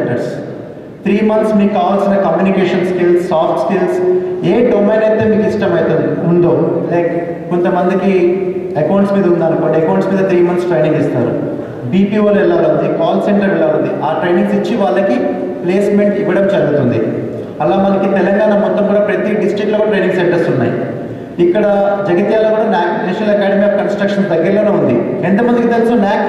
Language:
Telugu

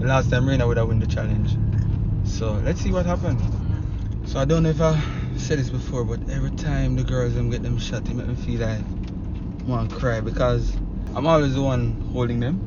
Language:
Jamaican Creole English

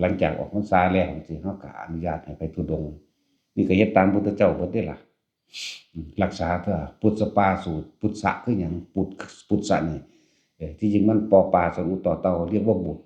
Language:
Northeastern Thai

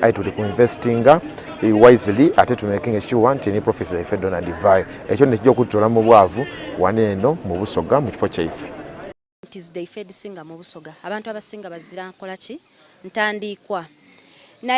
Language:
Soga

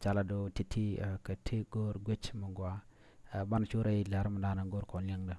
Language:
Nuer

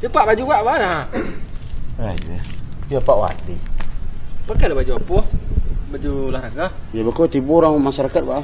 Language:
Minangkabau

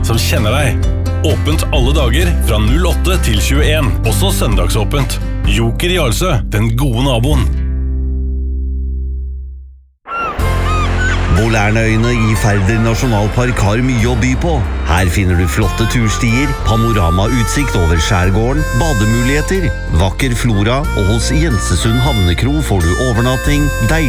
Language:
Norwegian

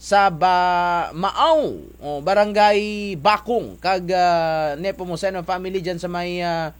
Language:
Kinaray-a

